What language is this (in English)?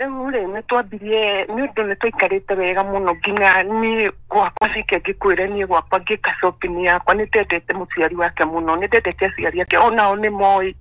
Kikuyu